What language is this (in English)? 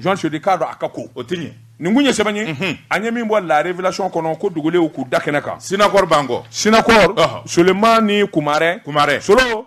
Bambara